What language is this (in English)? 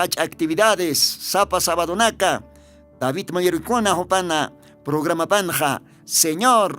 Aymara